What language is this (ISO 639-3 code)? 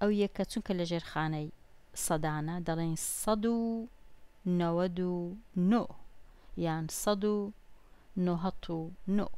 ckb